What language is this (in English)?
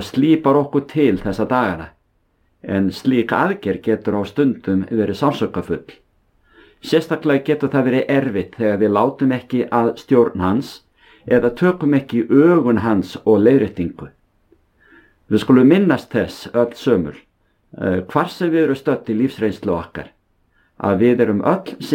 Icelandic